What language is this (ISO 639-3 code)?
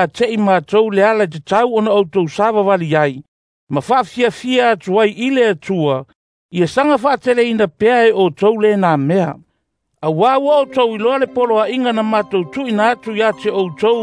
smo